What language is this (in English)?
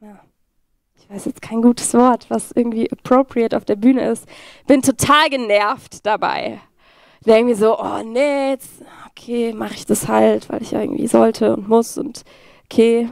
Swiss German